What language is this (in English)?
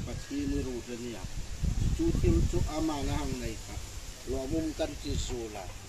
Hmar